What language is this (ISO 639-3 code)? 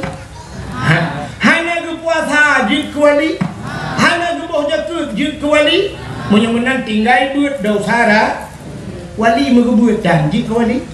ace